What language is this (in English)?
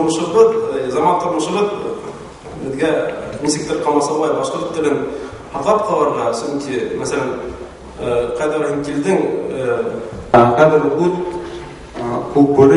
Bashkir